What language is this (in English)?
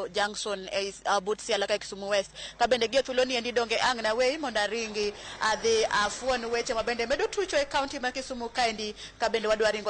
Luo (Kenya and Tanzania)